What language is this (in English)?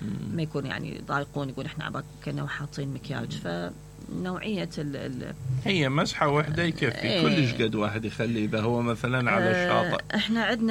Mesopotamian Arabic